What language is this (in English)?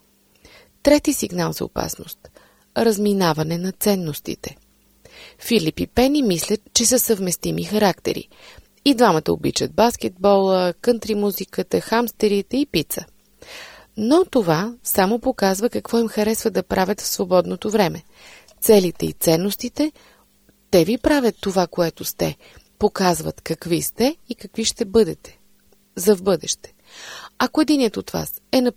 Bulgarian